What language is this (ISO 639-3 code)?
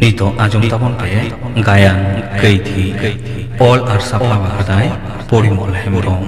sat